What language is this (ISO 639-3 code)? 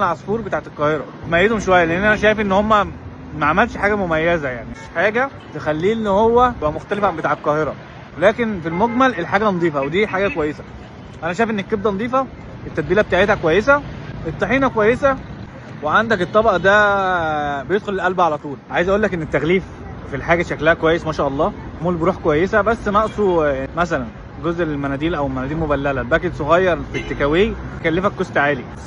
arz